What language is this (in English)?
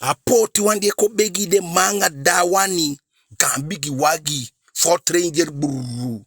Eastern Maroon Creole